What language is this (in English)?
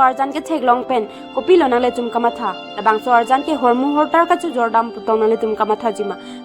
Karbi